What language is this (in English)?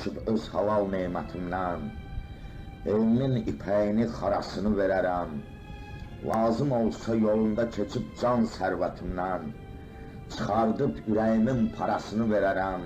Azerbaijani